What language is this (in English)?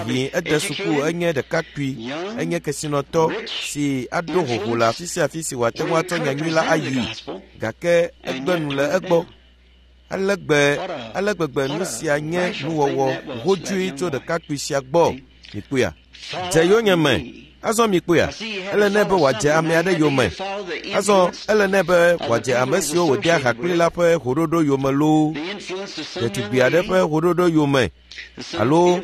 Ewe